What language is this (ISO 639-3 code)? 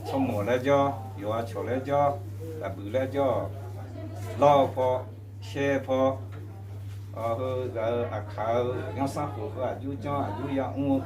ahk